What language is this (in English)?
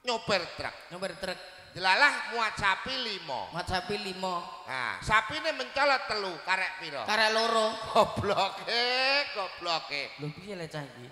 Javanese